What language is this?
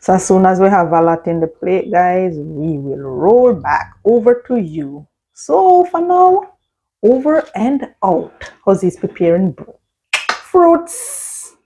Jamaican Creole English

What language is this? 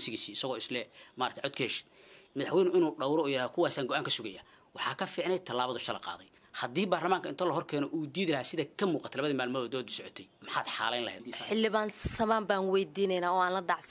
Somali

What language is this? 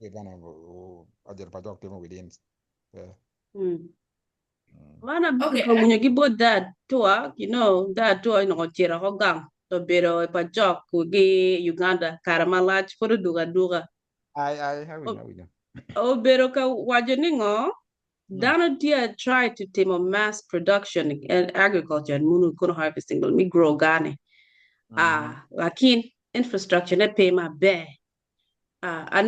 Acoli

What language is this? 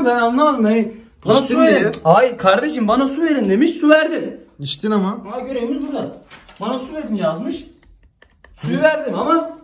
Turkish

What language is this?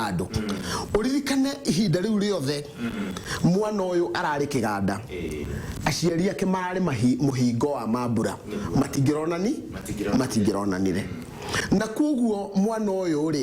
Kikuyu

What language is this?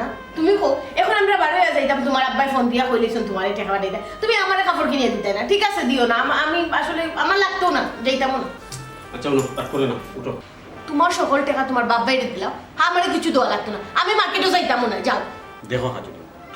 Sylheti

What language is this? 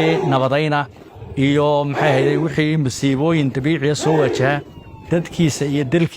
Somali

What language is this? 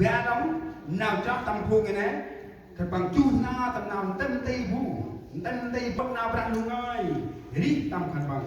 Central Mnong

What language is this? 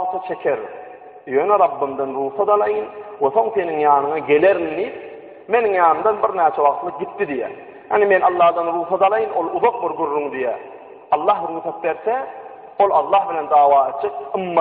Turkmen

